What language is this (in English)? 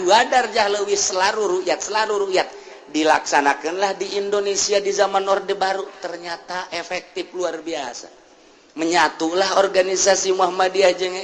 Sundanese